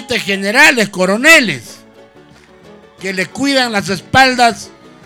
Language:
Spanish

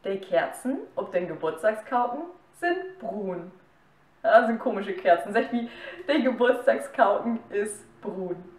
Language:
Low German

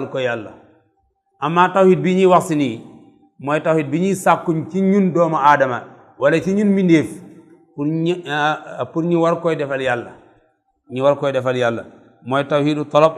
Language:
Wolof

